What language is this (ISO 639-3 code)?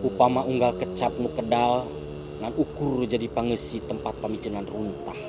sun